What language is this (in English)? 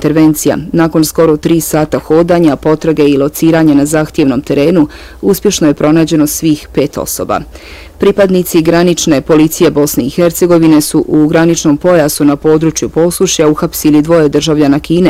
Bosnian